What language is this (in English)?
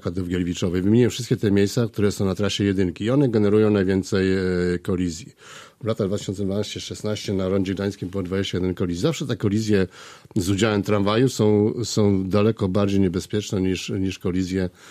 Polish